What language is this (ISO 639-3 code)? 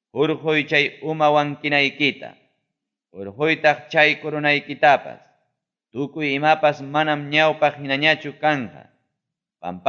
quy